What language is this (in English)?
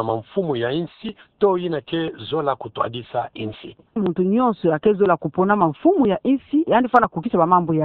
Kituba (Democratic Republic of Congo)